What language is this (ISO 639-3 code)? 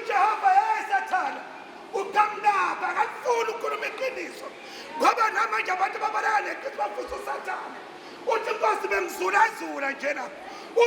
zul